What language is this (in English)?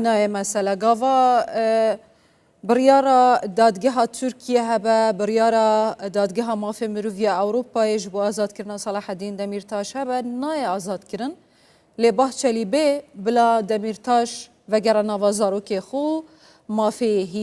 Kurdish